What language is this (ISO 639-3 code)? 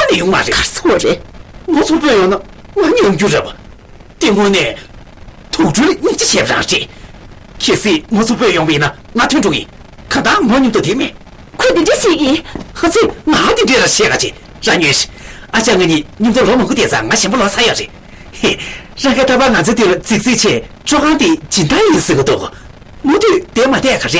bod